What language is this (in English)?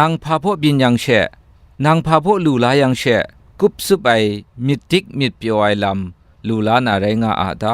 Kachin